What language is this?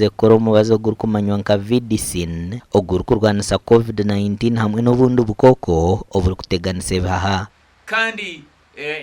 Nyankole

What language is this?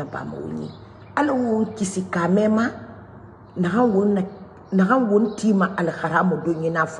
Mandingo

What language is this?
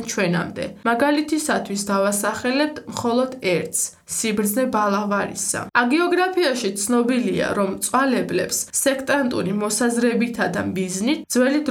Georgian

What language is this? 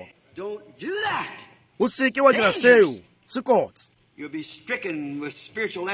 Northern Sotho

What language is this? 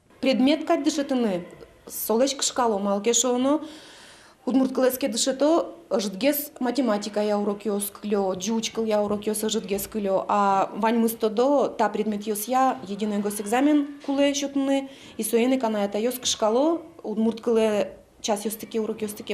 Udmurt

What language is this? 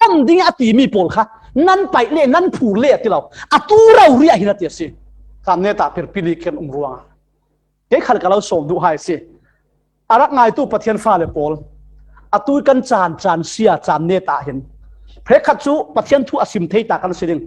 Falam Chin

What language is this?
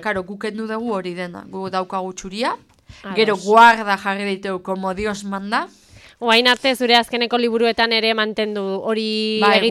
Basque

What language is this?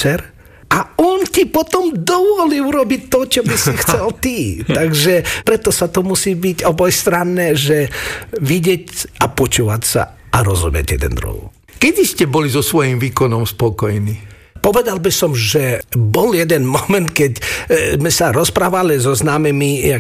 Slovak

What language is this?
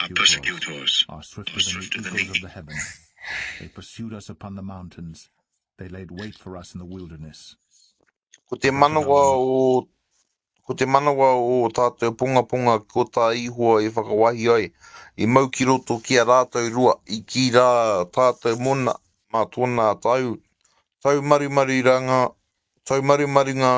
Māori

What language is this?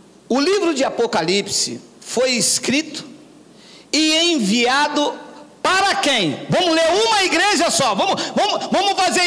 Portuguese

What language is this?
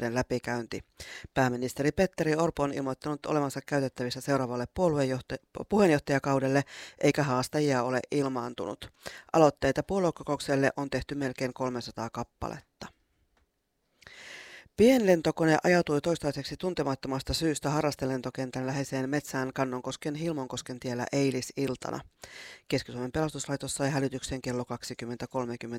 Finnish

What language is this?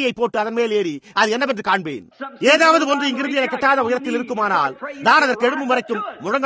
Tamil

